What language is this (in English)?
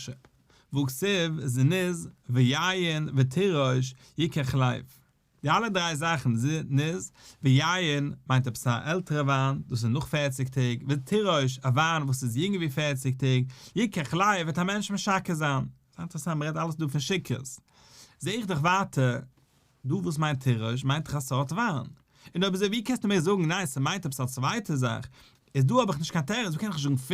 Yiddish